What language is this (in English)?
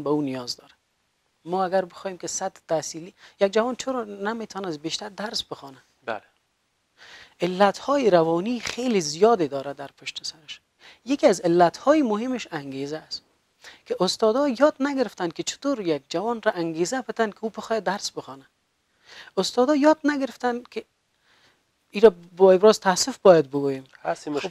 Persian